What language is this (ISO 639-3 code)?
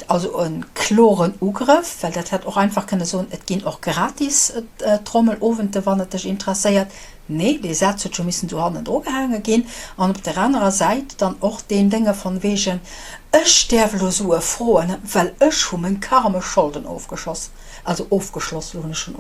ltz